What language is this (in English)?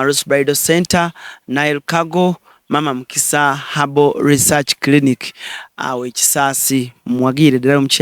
Ganda